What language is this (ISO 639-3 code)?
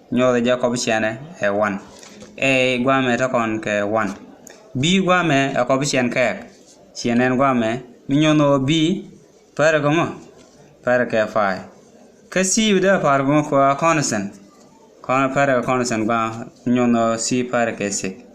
nus